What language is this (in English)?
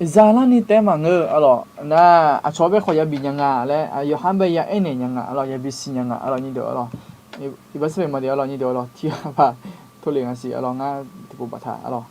Akha